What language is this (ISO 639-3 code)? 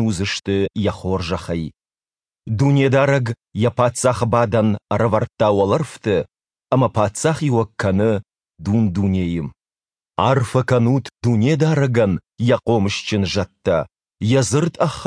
oss